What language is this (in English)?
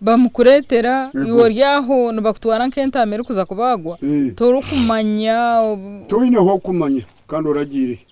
Nyankole